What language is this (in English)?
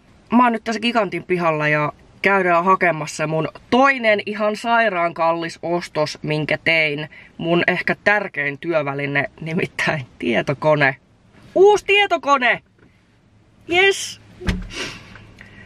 Finnish